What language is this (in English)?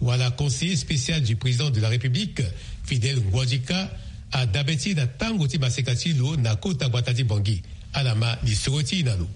Sango